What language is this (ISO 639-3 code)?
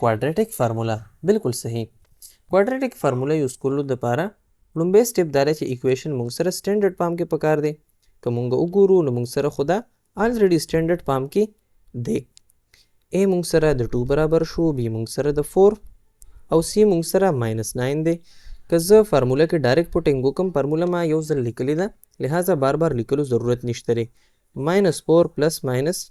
pus